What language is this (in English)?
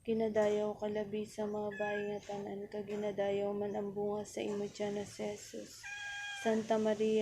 Hiligaynon